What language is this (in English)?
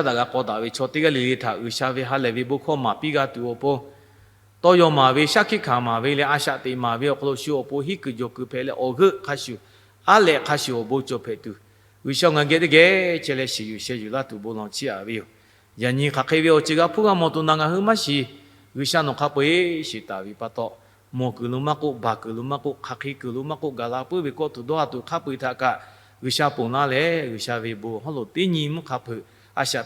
Lahu